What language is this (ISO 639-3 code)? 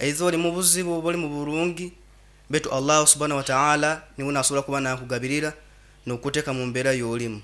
nyo